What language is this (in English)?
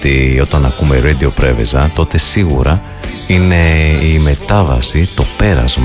Greek